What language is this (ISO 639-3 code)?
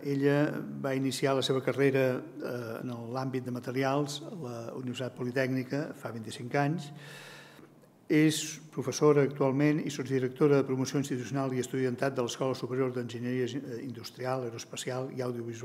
cat